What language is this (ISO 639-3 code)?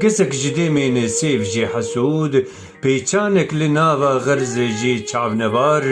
kur